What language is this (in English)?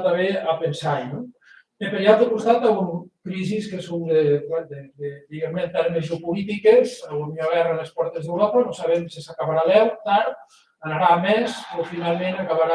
Occitan